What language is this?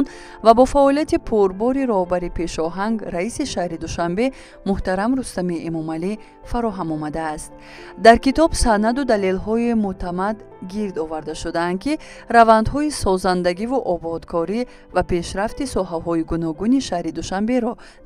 Tajik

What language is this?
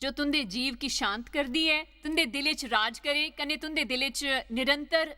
Dogri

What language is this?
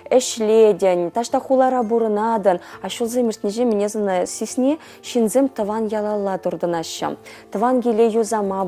Chuvash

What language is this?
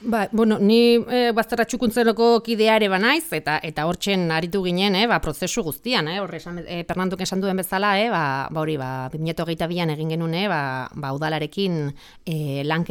Basque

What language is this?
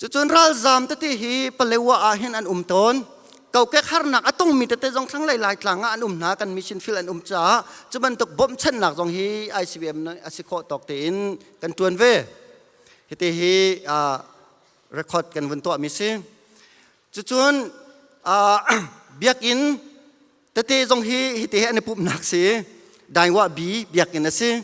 Hakha Chin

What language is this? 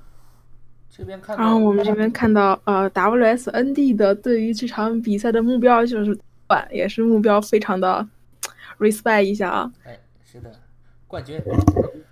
Chinese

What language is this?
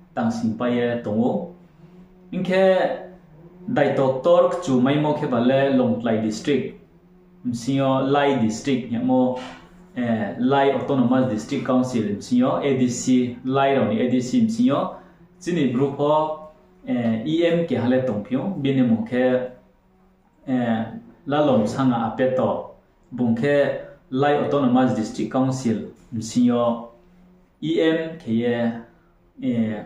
Riang (India)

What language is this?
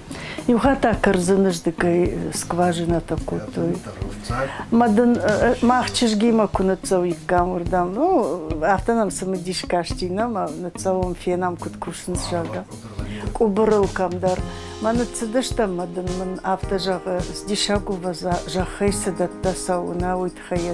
Ossetic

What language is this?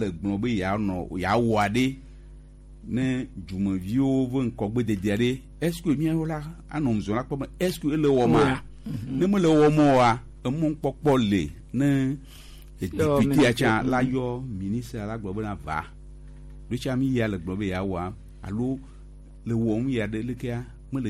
Gen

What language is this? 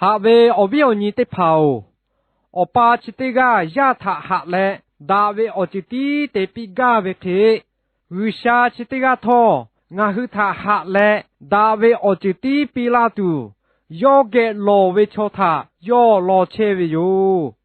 Lahu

